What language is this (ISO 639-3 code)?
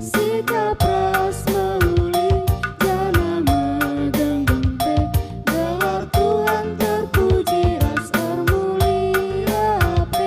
btx